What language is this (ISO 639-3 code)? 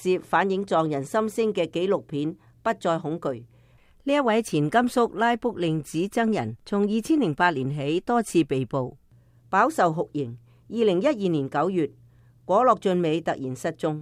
yue